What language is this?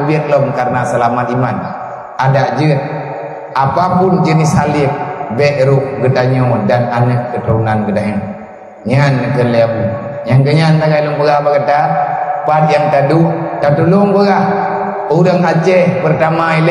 Achinese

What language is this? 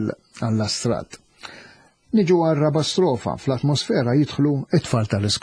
Maltese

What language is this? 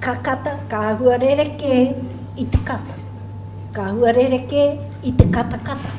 Māori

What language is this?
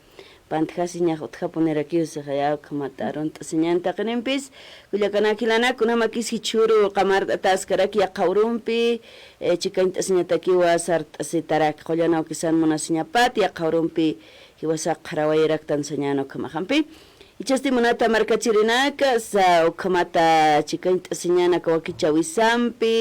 Aymara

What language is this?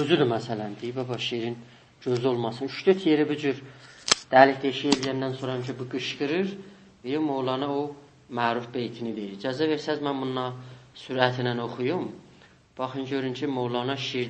South Azerbaijani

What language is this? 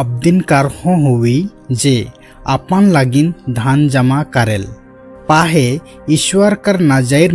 Sadri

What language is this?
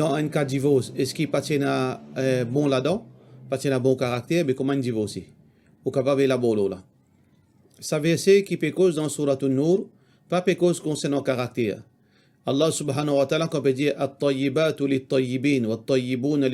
Morisyen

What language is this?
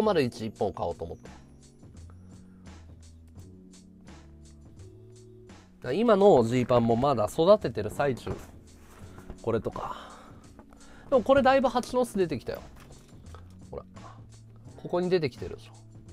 Japanese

